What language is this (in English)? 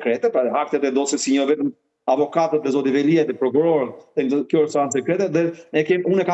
Albanian